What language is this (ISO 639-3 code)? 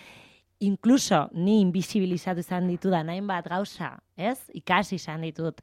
eus